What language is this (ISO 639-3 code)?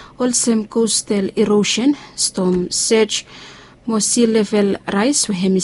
bis